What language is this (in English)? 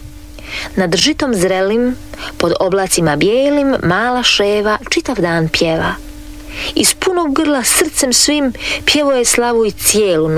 Croatian